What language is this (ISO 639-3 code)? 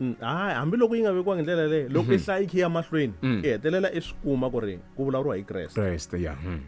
tso